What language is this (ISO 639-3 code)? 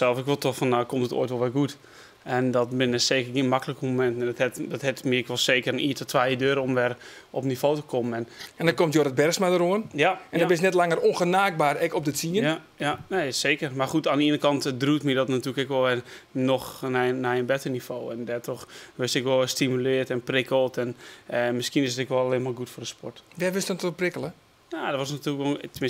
fry